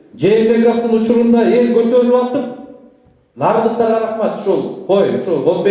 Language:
Kyrgyz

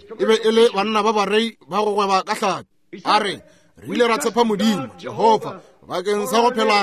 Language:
Northern Sotho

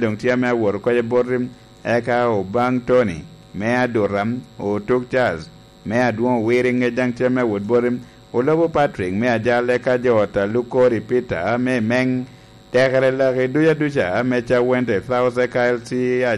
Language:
Lango (Uganda)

